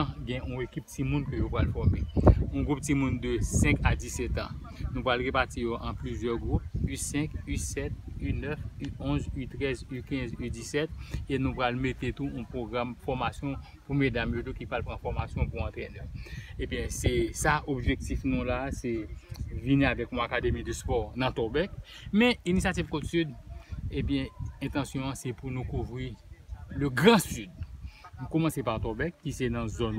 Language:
Haitian Creole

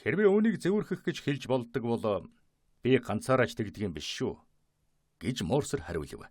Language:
Mongolian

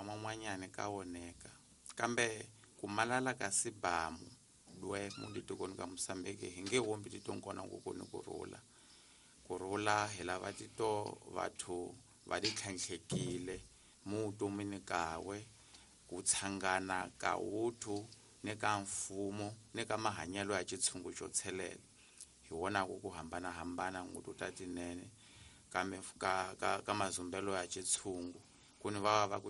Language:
Tsonga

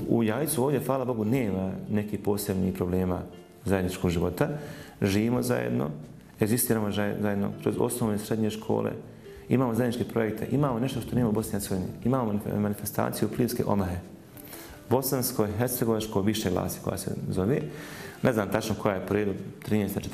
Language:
Bosnian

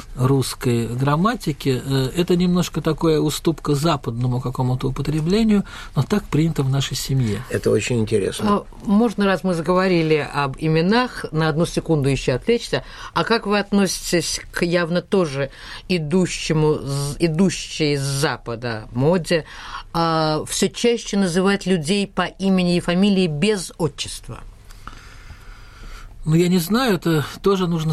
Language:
Russian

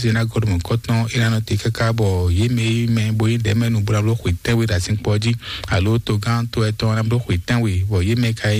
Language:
Fon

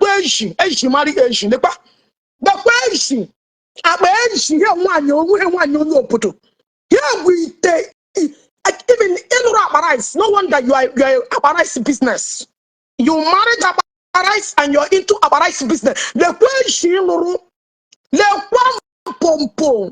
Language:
Igbo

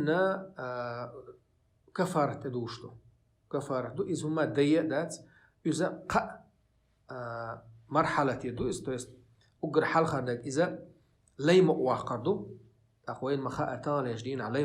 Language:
Chechen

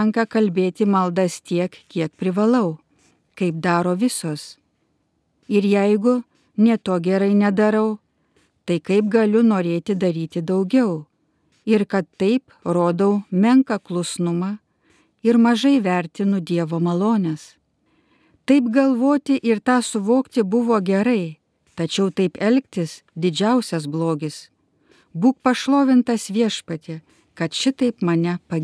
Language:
Lithuanian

